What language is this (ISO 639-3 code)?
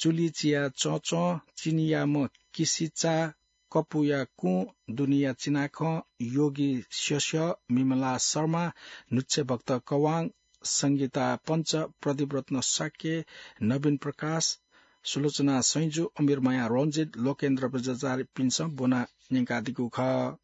new